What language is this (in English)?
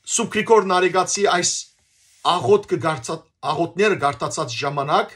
Western Armenian